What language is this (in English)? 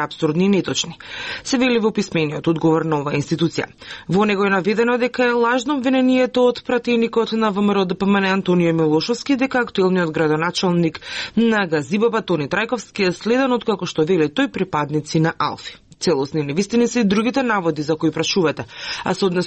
Macedonian